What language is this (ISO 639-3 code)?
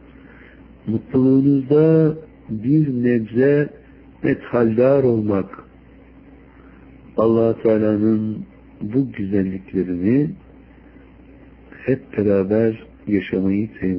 tur